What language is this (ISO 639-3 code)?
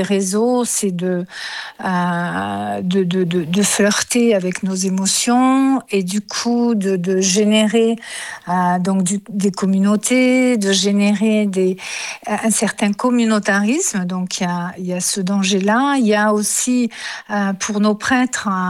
fra